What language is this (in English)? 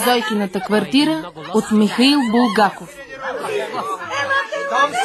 Bulgarian